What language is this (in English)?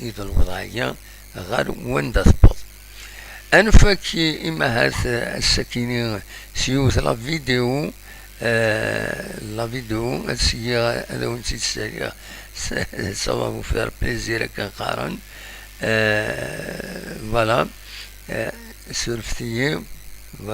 Kabyle